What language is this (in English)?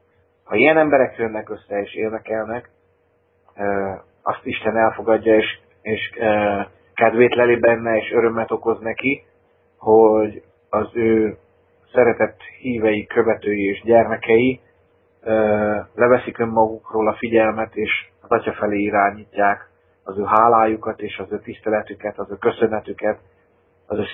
Hungarian